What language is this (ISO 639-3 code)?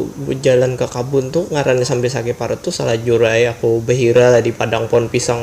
bjn